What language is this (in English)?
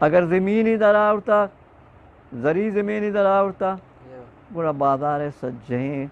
Eastern Balochi